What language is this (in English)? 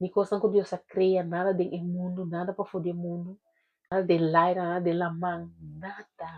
Papiamento